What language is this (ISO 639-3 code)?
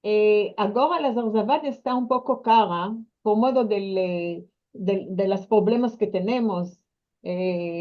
lad